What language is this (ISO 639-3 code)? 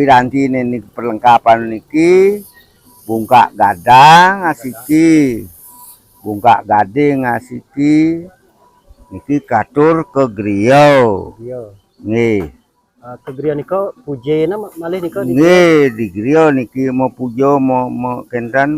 ban